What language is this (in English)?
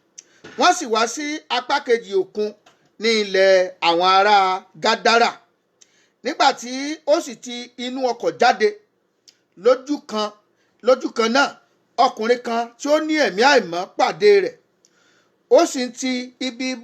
Yoruba